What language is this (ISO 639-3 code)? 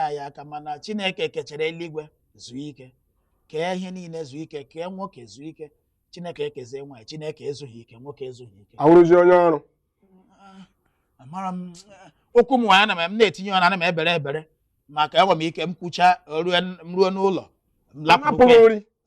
ibo